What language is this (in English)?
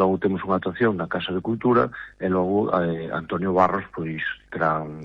Galician